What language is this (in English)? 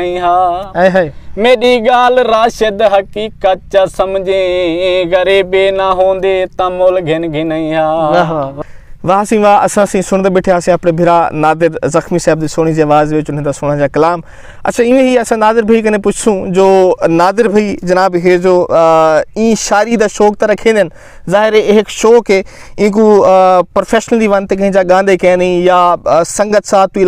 Saraiki